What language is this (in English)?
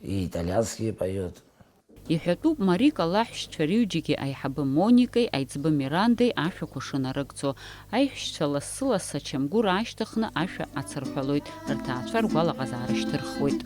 Abkhazian